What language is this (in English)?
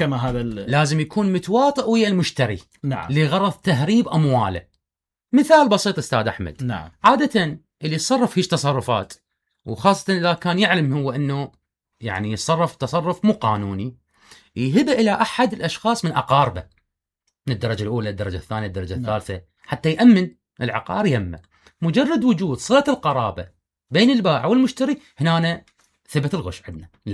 Mesopotamian Arabic